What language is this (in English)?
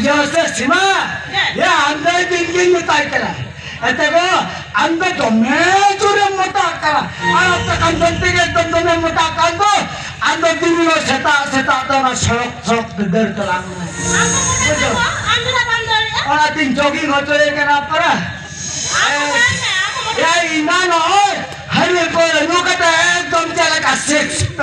Santali